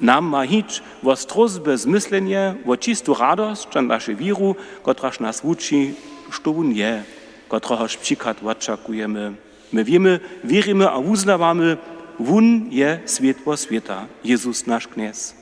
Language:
Upper Sorbian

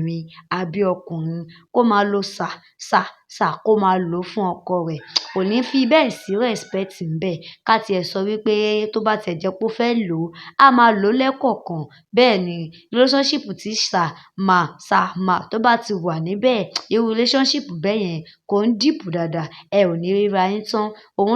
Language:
Yoruba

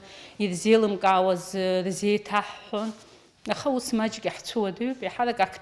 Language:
Abkhazian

